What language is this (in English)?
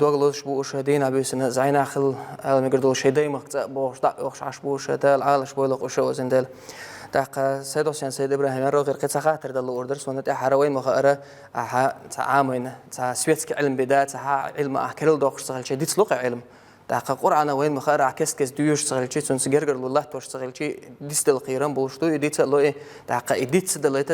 Chechen